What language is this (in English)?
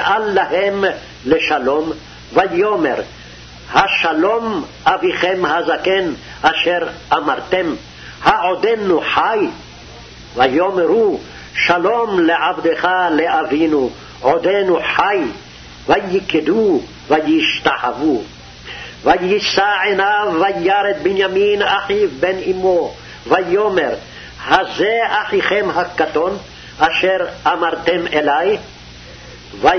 Hebrew